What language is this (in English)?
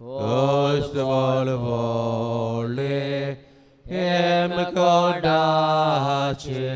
Konkani